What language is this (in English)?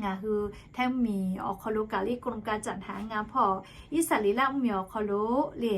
Lahu